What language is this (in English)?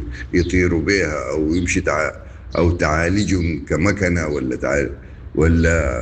Sudanese Arabic